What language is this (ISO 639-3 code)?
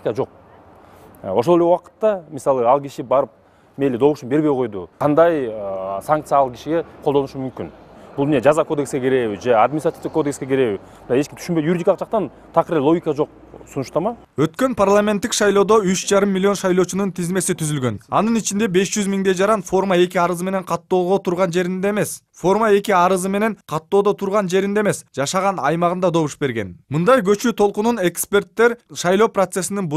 kir